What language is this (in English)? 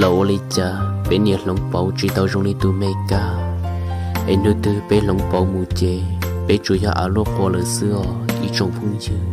Hmong